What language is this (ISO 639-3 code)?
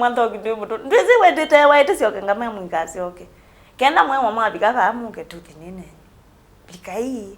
kam